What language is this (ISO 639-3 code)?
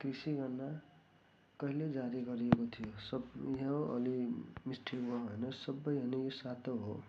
nep